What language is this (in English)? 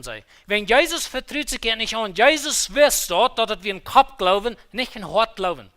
Plautdietsch